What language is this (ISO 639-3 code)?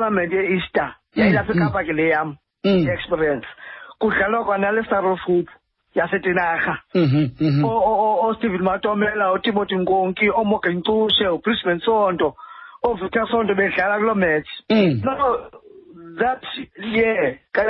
xho